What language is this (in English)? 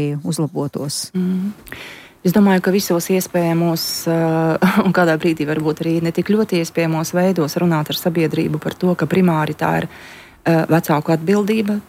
Latvian